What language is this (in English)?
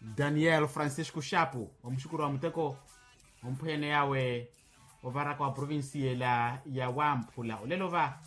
Makhuwa